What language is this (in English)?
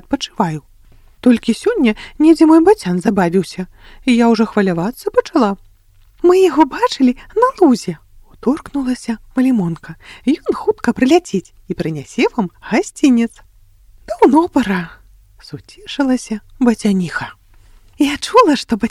Belarusian